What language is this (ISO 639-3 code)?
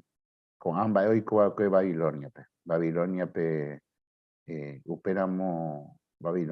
grn